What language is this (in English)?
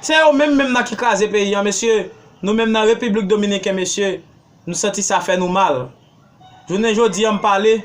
Haitian Creole